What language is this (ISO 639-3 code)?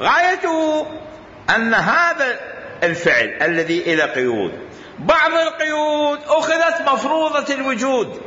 acm